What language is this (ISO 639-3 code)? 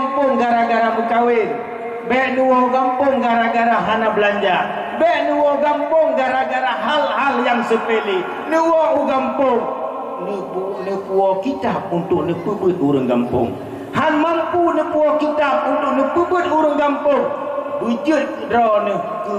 ace